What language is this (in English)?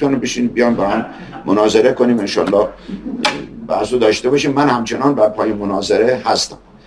Persian